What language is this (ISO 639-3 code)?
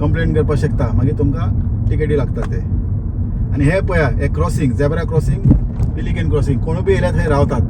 kok